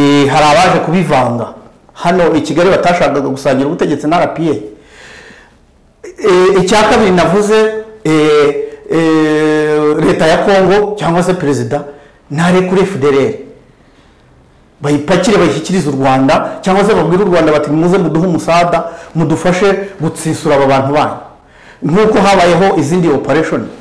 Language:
Kinyarwanda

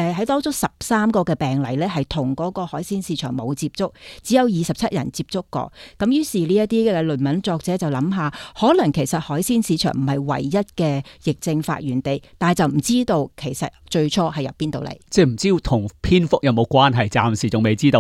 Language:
Cantonese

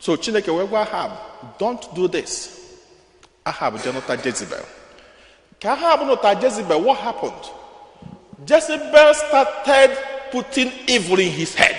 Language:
Igbo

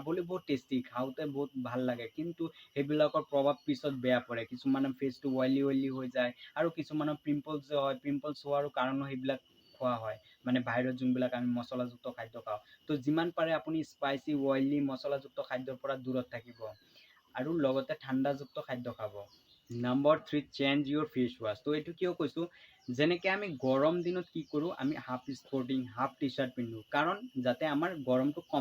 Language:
Assamese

